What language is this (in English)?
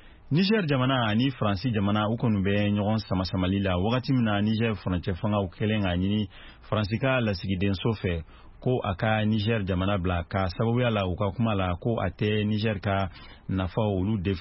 Bambara